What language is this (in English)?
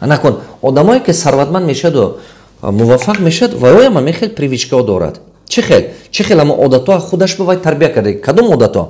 Tajik